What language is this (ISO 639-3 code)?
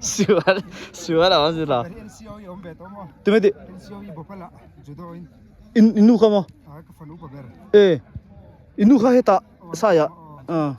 lus